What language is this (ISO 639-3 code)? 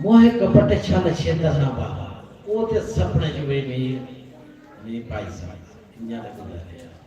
doi